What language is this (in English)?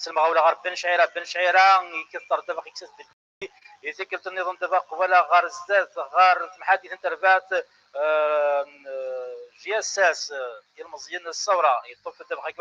Kabyle